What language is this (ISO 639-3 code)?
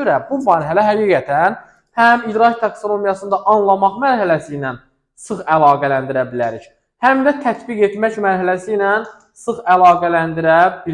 aze